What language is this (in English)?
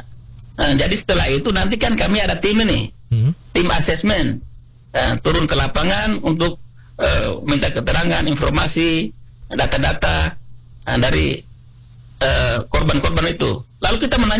Indonesian